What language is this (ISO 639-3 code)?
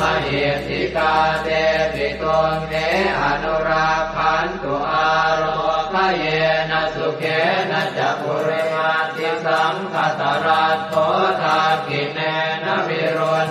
pli